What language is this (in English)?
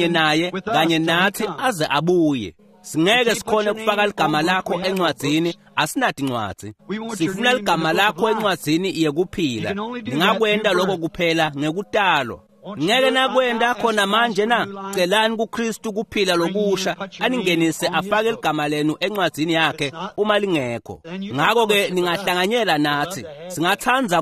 Swati